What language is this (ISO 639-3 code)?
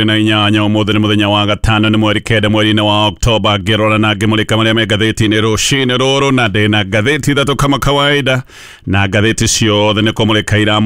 kik